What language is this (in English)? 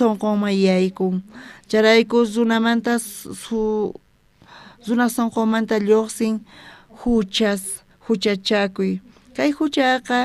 South Bolivian Quechua